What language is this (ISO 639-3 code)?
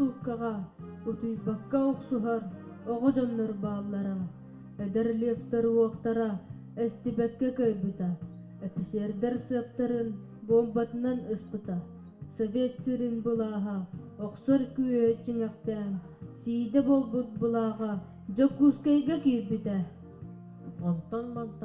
sah